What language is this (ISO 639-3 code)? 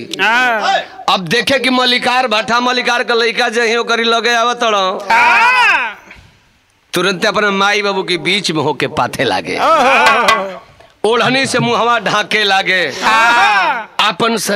bho